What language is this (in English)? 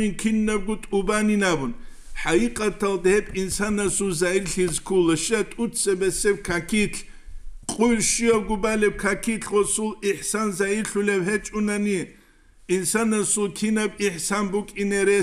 Avaric